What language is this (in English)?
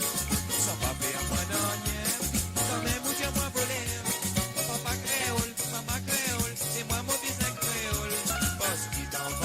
Morisyen